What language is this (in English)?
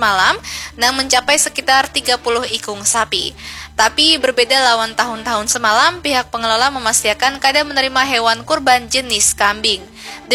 Banjar